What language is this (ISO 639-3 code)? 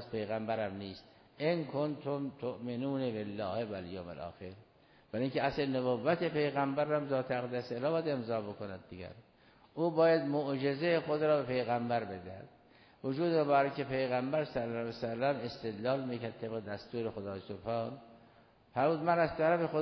fas